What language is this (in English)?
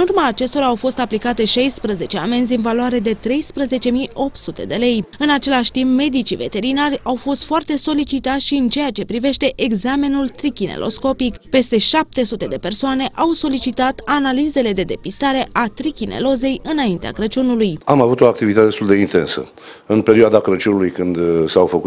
Romanian